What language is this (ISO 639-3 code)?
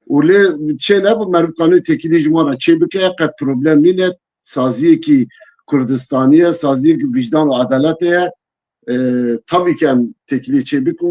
kur